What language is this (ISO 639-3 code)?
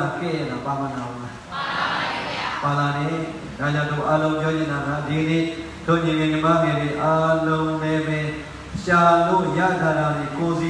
mya